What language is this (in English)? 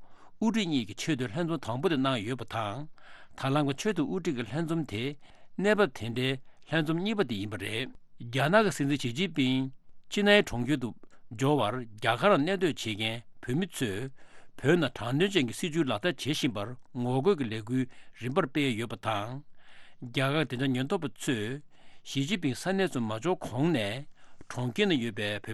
Tibetan